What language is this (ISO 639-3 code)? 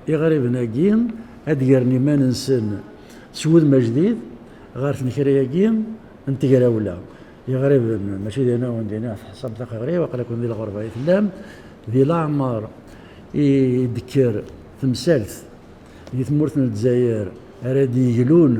kab